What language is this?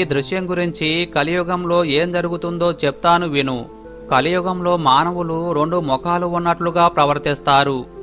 Telugu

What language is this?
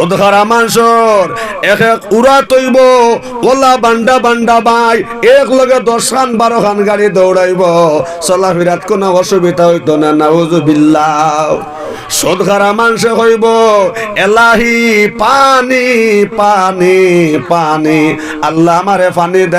Sylheti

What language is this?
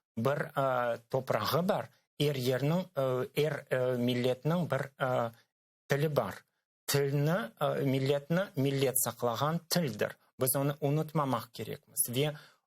Crimean Tatar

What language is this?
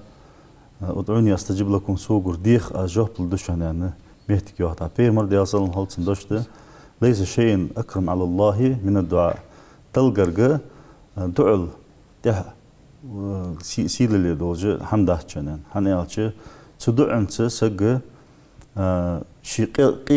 Ingush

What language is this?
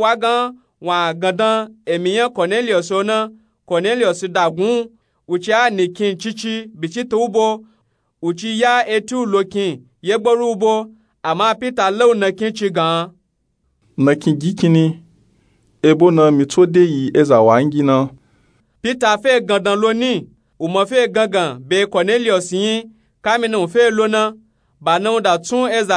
Nupe-Nupe-Tako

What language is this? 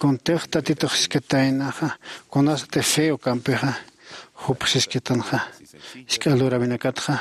Aymara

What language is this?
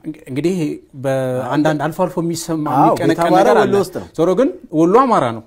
Amharic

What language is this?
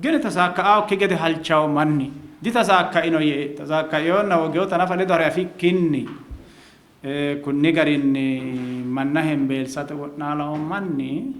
Sidamo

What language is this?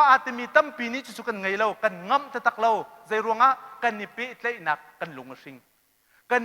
Hakha Chin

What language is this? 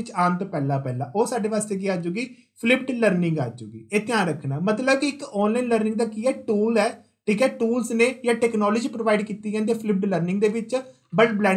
Punjabi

